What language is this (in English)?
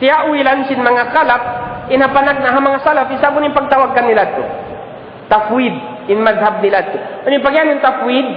Tausug